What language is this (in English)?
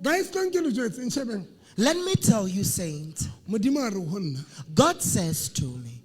Southern Sotho